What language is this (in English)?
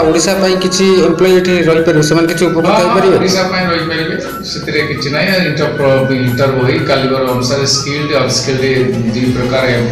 Odia